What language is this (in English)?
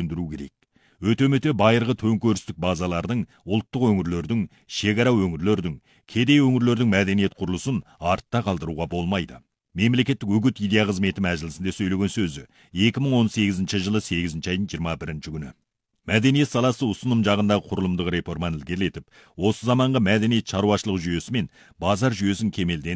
Kazakh